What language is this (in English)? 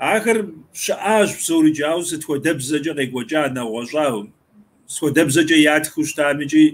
Kabardian